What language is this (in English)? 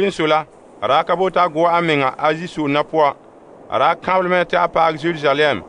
Frafra